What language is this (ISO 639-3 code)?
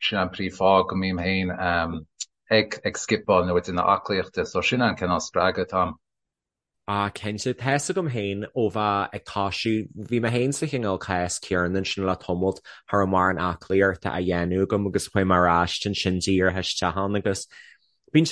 gle